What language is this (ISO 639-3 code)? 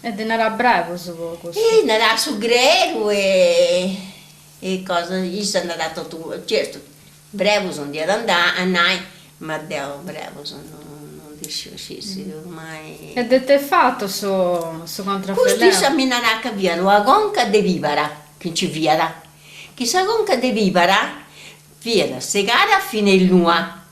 srd